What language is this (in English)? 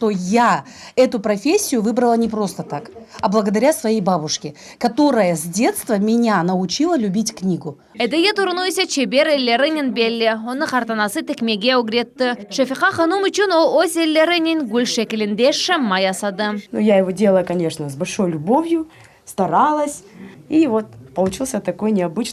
Crimean Tatar